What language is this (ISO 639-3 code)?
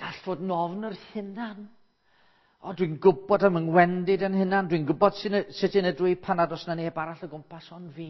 cym